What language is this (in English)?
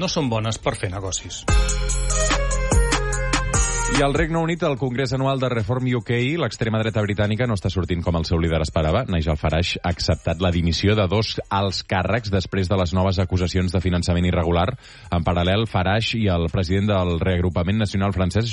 Catalan